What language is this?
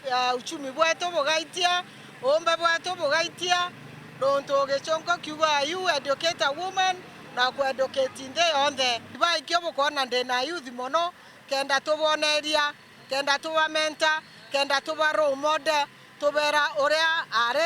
Meru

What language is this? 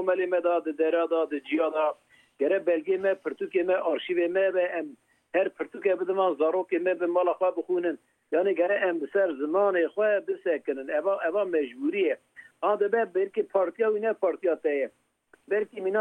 Kurdish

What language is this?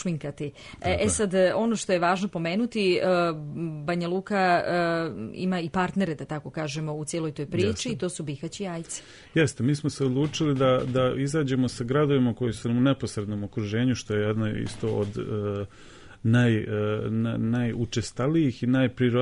Serbian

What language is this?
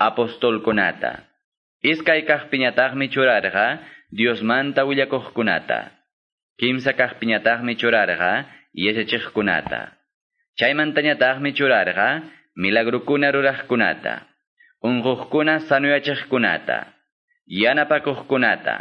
Quechua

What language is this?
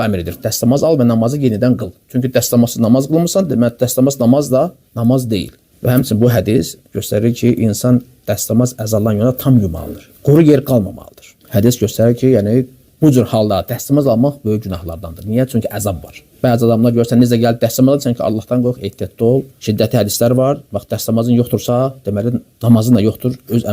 Azerbaijani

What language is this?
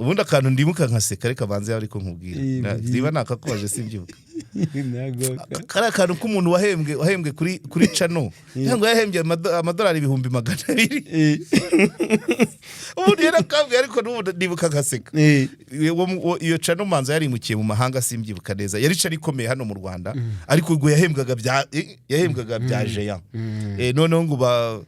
Kinyarwanda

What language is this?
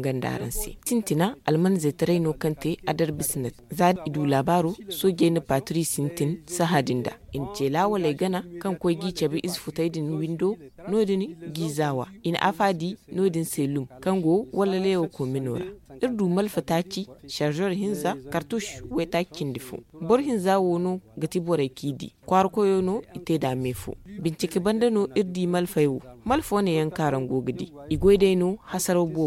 Zarma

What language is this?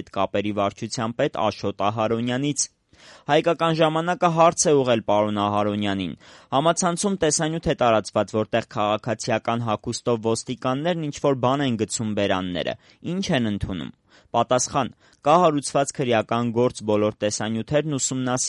Armenian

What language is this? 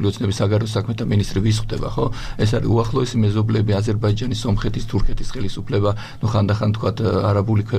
Georgian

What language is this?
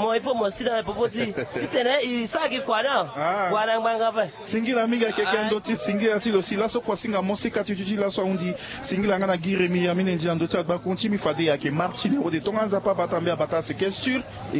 Sango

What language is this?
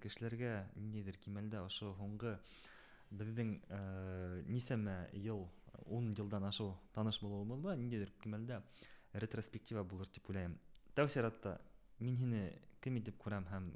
Bashkir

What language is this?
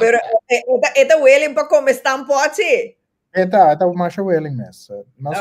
Papiamento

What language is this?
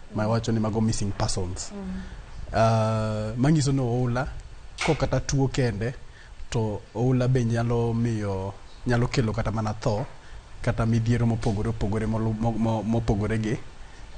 Luo (Kenya and Tanzania)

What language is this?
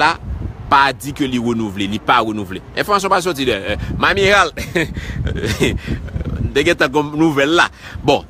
Haitian Creole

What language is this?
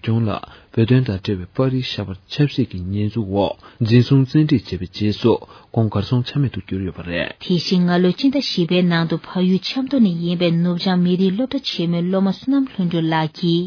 Tibetan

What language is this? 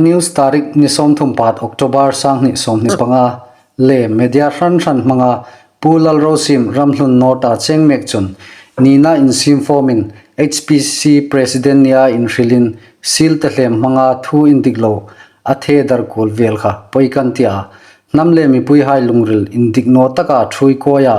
Hmar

